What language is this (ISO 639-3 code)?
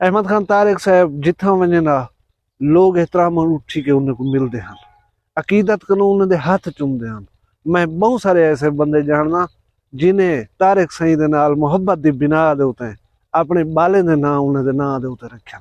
skr